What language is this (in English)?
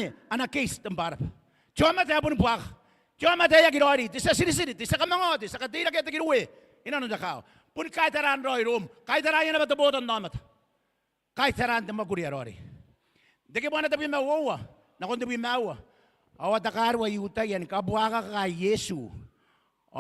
Gilbertese